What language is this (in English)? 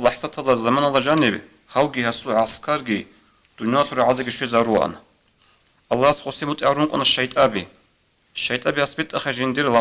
Avaric